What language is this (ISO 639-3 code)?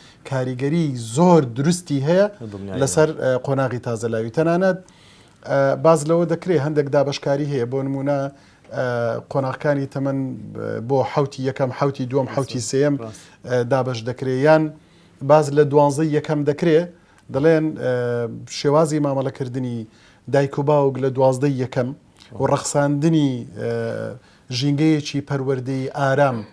ckb